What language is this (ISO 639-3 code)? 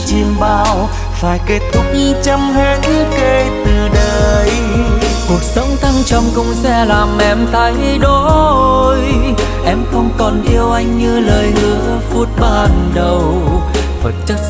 vie